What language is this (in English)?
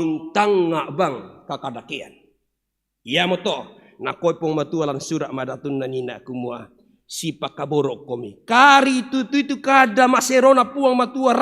Toraja-Sa'dan